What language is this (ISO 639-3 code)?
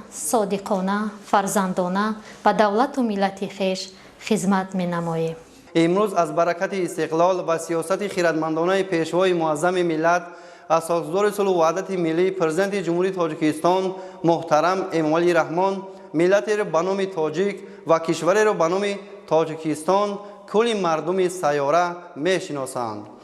tgk